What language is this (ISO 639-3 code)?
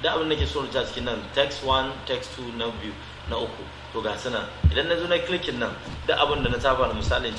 hau